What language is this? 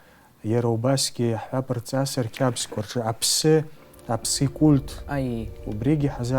Abkhazian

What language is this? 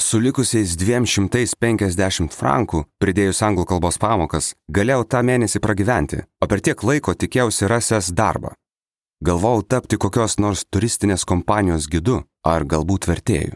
Lithuanian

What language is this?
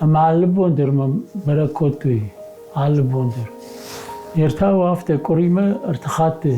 Ossetic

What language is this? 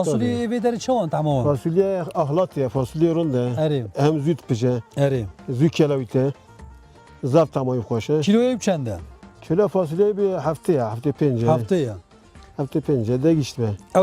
Kurdish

